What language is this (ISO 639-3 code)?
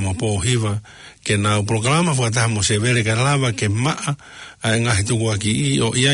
ton